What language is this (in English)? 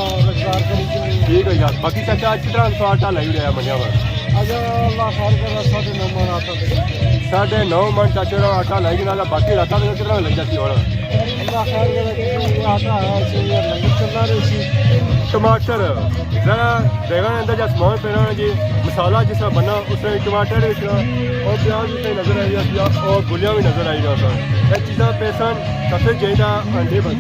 Pahari-Potwari